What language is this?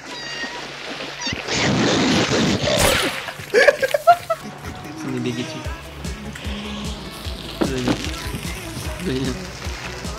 Russian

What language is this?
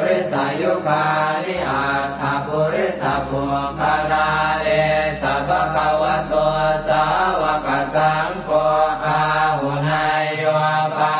Pali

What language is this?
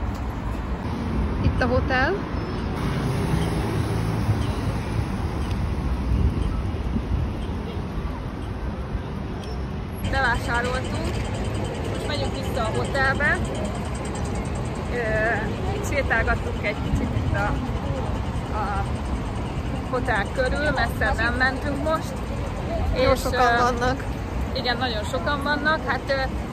Hungarian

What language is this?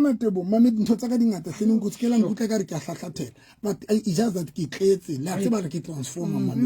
Southern Sotho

